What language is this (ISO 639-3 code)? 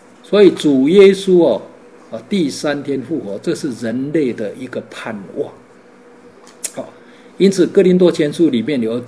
zho